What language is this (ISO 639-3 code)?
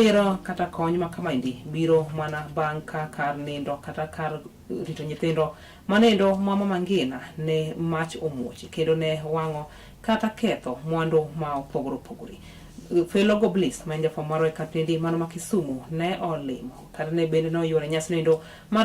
luo